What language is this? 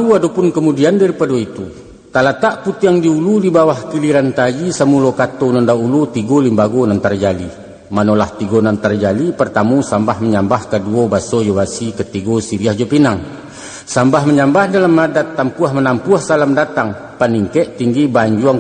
Minangkabau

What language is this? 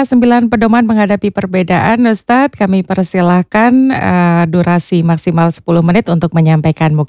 Indonesian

